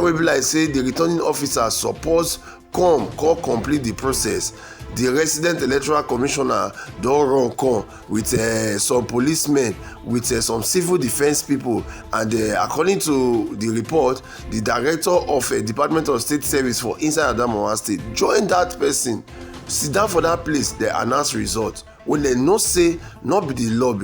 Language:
Nigerian Pidgin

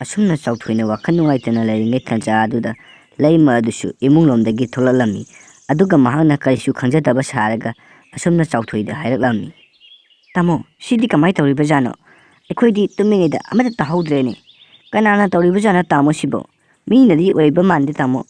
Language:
Manipuri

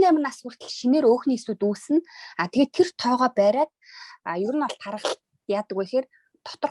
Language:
Mongolian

